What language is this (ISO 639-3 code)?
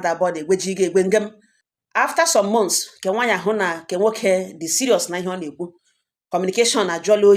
ibo